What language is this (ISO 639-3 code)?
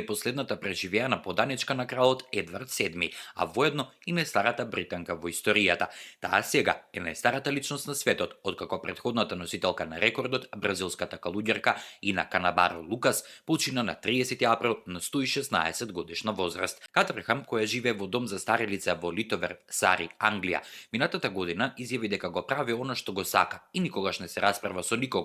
mkd